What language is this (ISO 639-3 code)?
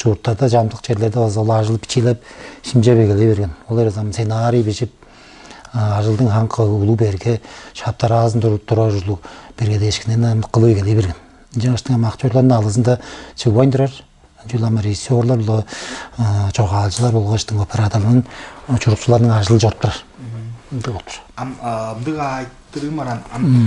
tyv